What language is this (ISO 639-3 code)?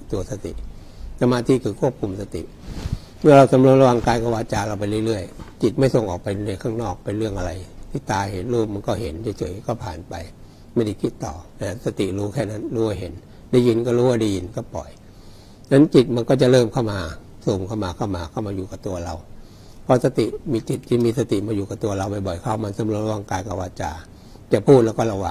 tha